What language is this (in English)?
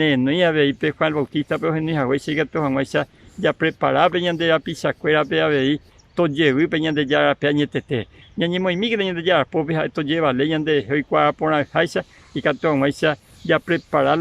Guarani